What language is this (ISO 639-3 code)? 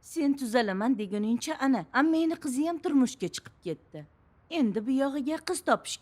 uzb